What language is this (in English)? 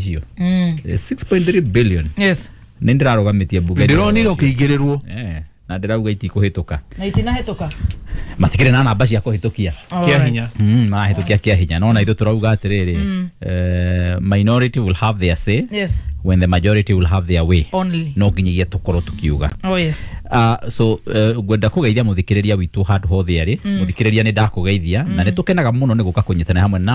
Kikuyu